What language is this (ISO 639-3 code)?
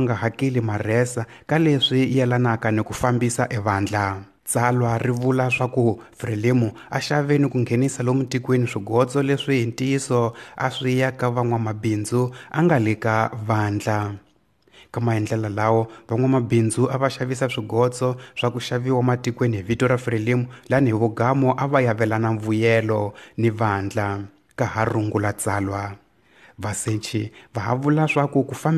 tso